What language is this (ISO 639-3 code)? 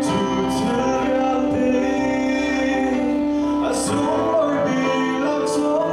cnh